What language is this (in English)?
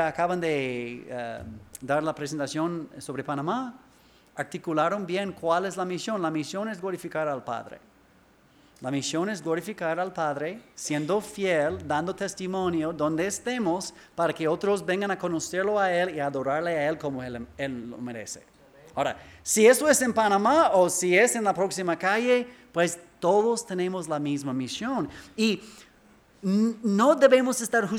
Spanish